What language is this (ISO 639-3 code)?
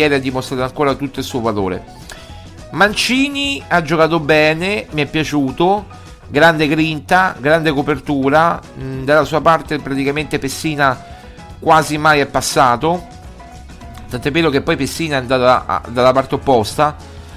ita